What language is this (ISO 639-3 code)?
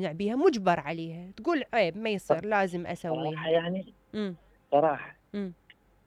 acm